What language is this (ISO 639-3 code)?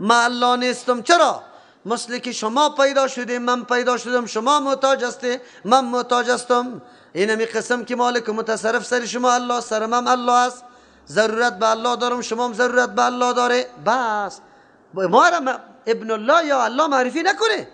fas